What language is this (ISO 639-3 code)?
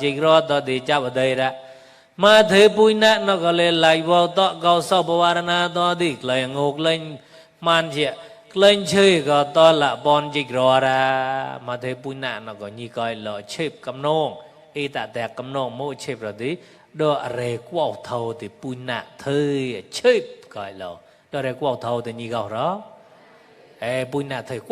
mnw